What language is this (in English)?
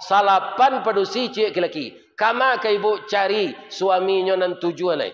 Minangkabau